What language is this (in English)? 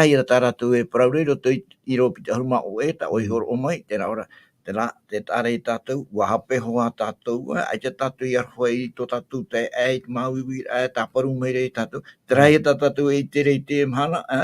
Tahitian